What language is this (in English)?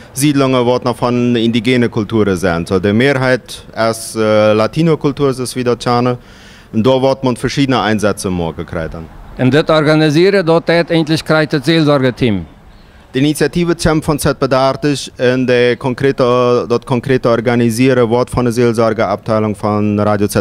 Plautdietsch